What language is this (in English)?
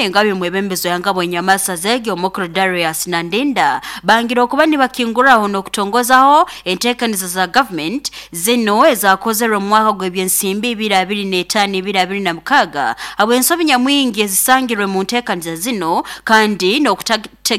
Nyoro